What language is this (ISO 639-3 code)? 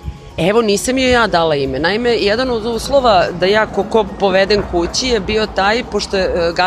srp